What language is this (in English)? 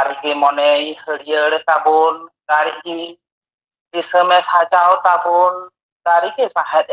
Santali